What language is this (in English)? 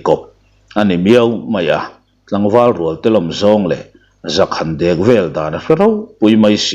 Mizo